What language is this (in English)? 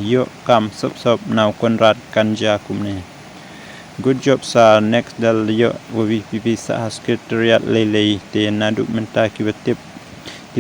Khasi